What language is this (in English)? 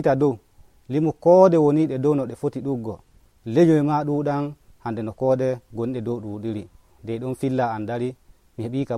Nigerian Fulfulde